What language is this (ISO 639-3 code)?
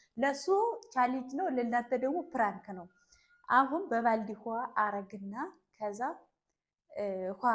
amh